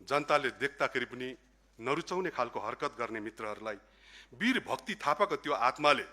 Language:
Nepali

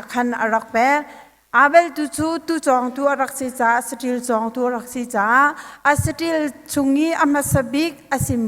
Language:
Hakha Chin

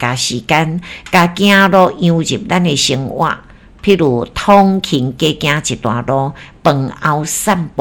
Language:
Min Nan Chinese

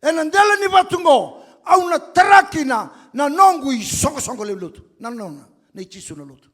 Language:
Fijian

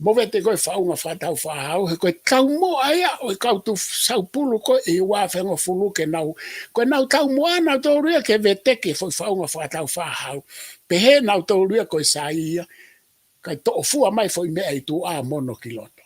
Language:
Tongan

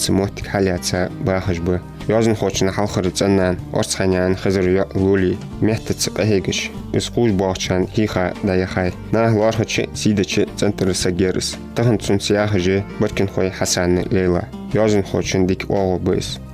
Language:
Ingush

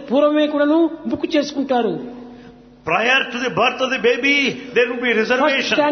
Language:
Telugu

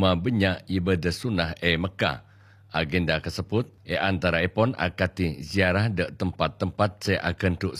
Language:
Madurese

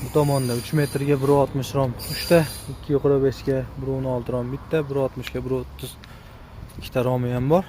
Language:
Uzbek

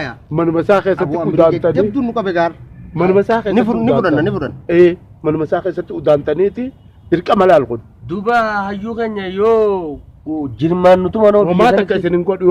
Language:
Oromo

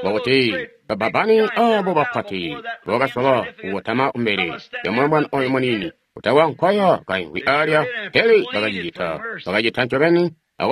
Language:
Tonga (Zambia)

